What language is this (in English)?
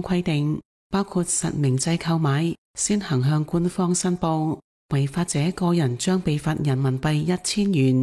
Cantonese